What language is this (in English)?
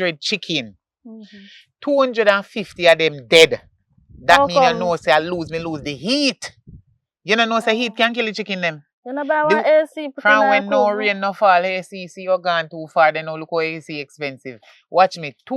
Jamaican Creole English